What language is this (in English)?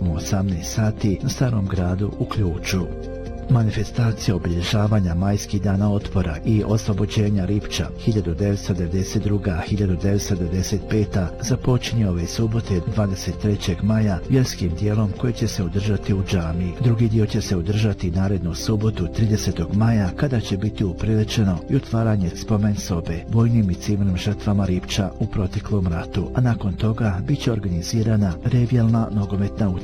Bosnian